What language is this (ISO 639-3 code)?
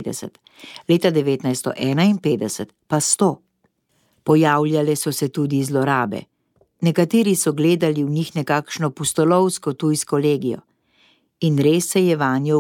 slv